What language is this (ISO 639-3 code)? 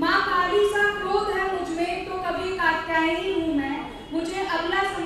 hin